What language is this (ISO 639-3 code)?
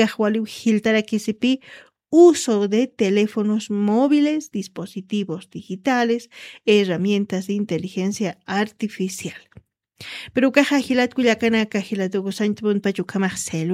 aym